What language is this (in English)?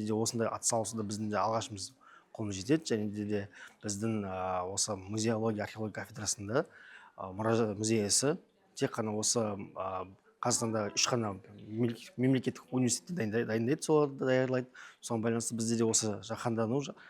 Kazakh